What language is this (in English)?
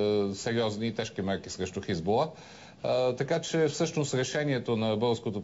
Bulgarian